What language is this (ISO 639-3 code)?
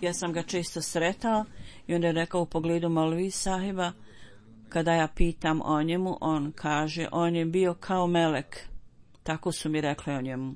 bos